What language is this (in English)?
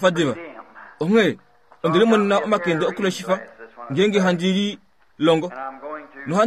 Kuanyama